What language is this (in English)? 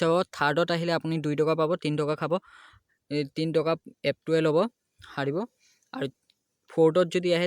Assamese